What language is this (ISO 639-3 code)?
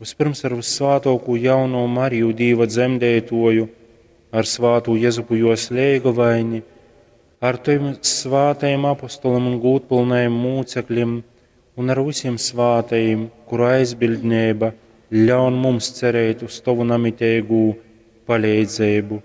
ltg